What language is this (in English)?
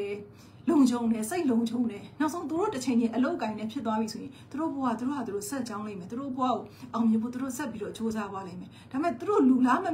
Burmese